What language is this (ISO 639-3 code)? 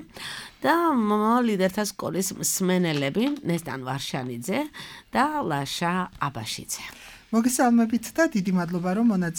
kat